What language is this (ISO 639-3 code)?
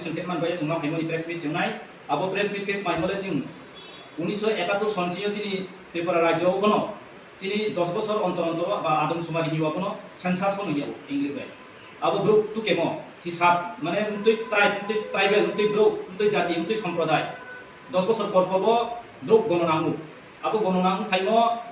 ria